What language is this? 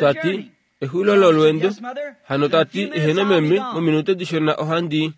Kuanyama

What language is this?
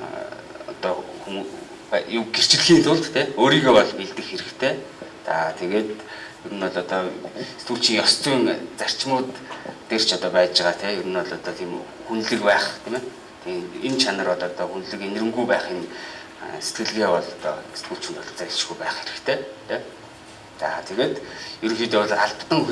Mongolian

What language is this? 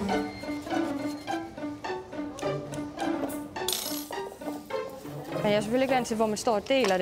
Danish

